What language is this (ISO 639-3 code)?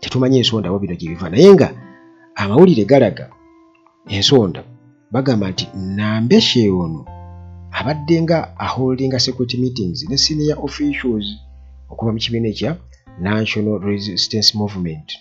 lug